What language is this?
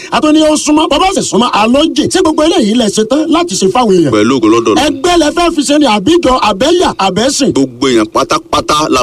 Yoruba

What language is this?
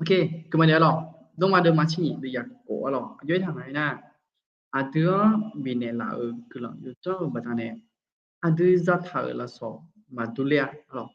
Akha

